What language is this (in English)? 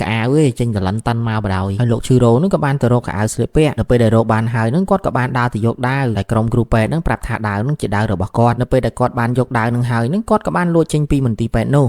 Khmer